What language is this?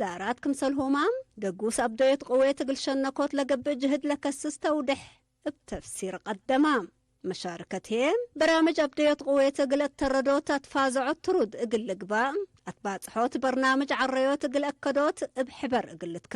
Tigre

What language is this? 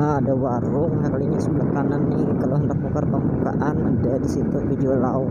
Banjar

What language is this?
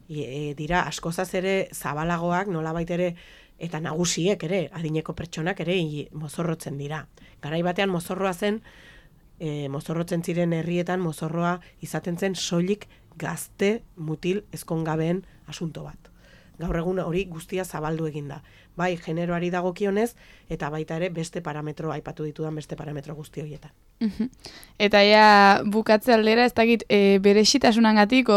Basque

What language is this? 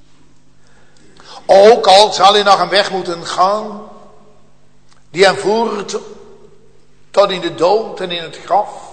Dutch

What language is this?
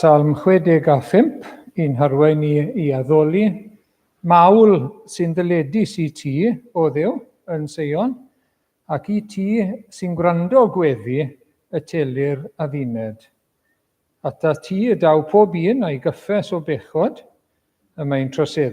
Welsh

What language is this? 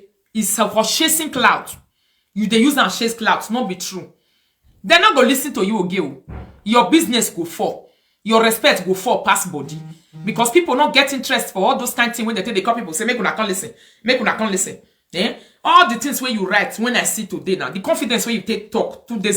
Nigerian Pidgin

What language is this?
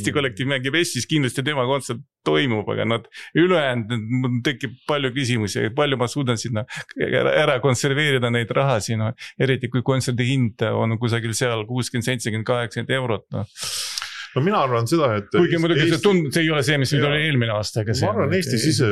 Estonian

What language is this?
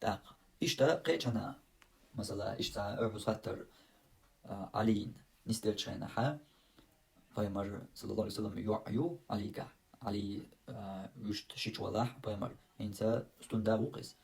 Chechen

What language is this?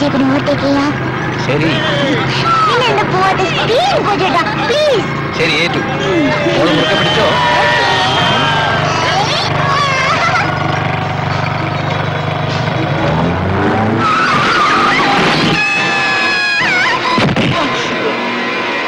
Malayalam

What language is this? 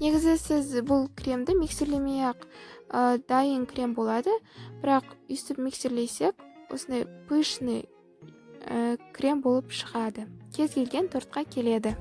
Kazakh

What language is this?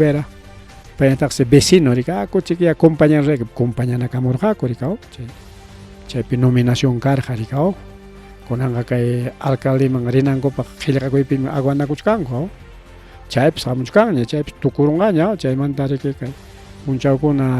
Ayacucho Quechua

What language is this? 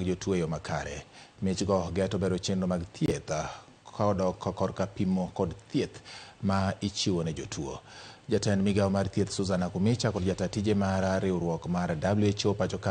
Luo (Kenya and Tanzania)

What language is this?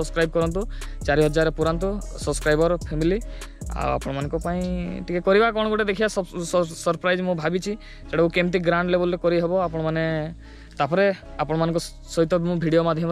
Odia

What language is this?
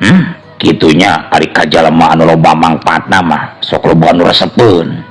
Sundanese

